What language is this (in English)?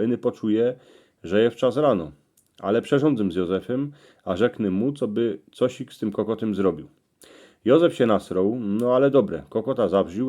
Silesian